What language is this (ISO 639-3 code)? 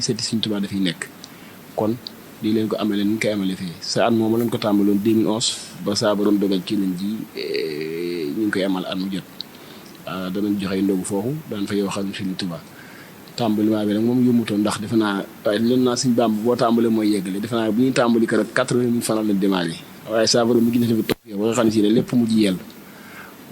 wol